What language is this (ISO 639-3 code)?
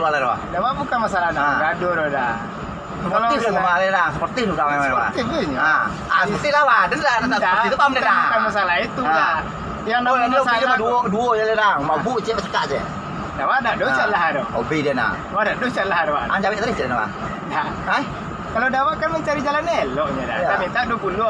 min